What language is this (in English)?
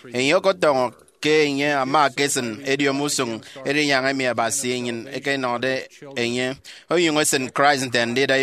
Efik